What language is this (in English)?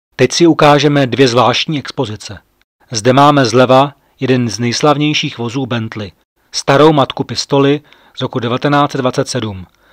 Czech